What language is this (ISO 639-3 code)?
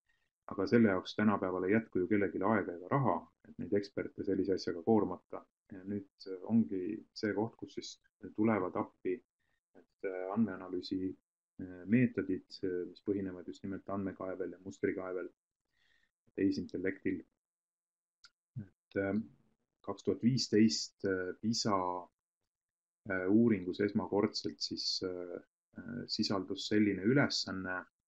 est